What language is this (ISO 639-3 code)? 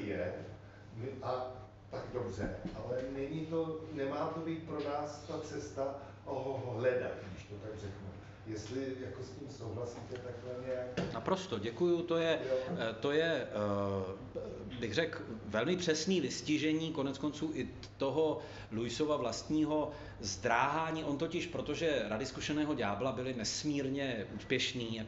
ces